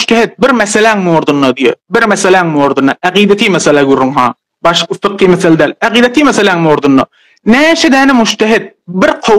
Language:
Turkmen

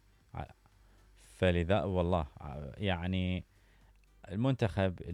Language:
Mesopotamian Arabic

